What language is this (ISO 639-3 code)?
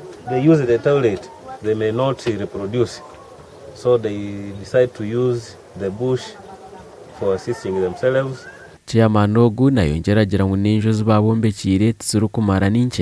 nyn